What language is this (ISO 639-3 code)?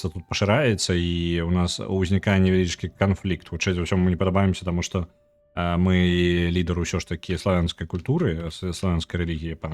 bel